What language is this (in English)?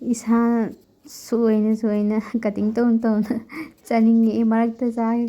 Manipuri